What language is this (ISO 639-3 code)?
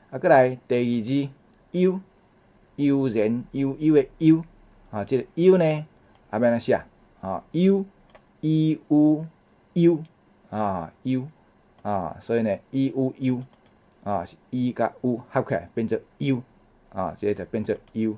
nan